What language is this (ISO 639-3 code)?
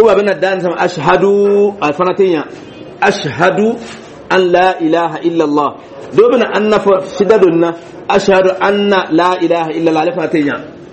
dyu